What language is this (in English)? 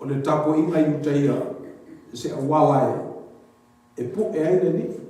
Samoan